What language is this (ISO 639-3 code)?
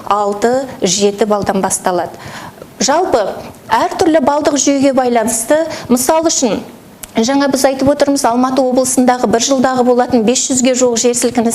kaz